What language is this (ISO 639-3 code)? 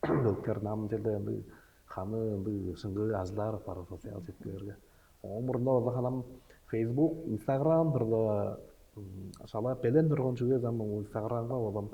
tyv